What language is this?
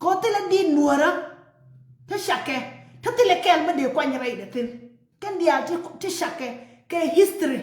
Nuer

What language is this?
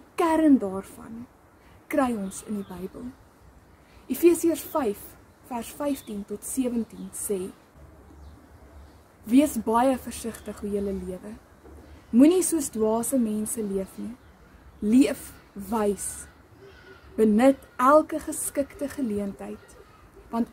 Afrikaans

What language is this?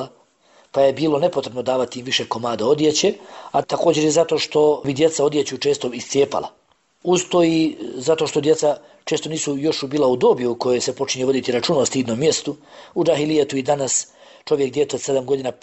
Bosnian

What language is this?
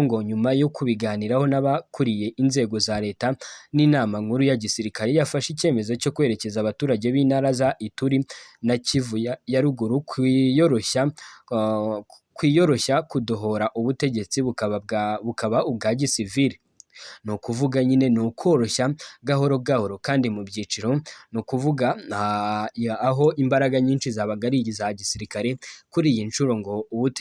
Kinyarwanda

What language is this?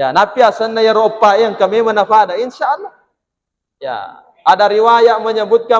Buginese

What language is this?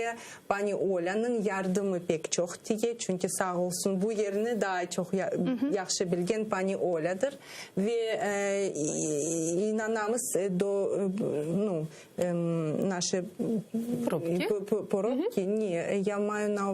Crimean Tatar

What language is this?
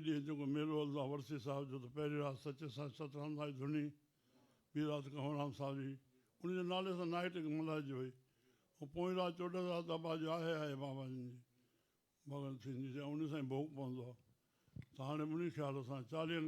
Sindhi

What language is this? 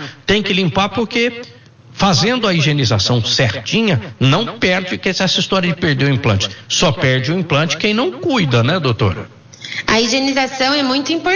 Portuguese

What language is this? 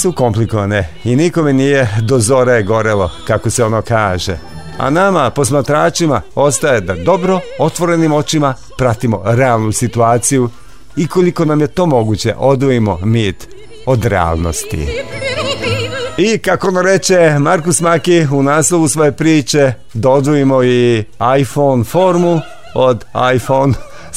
Serbian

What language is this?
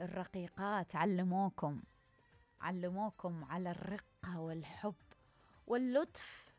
Mesopotamian Arabic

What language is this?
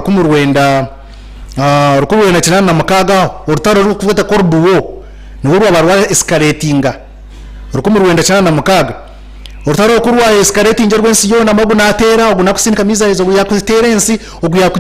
Nyankole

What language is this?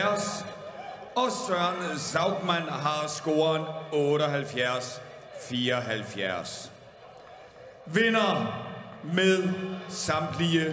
Danish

